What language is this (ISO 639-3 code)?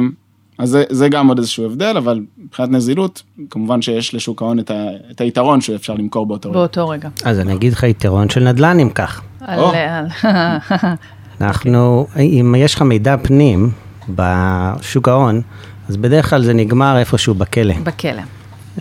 heb